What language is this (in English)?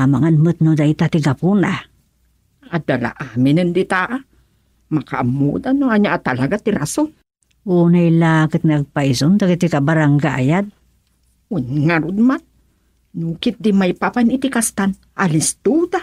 Iloko